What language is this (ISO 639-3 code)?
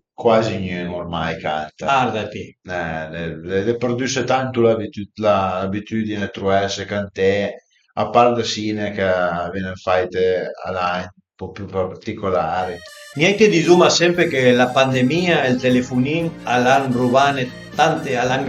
pms